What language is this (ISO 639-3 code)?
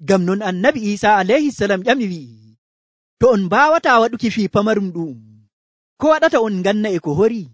fuv